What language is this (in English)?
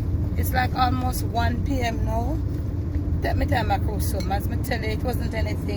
Jamaican Creole English